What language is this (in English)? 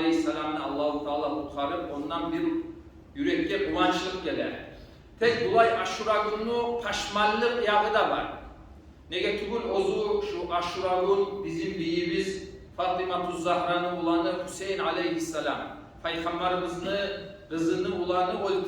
Kumyk